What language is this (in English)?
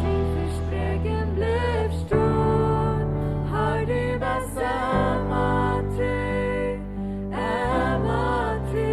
Plautdietsch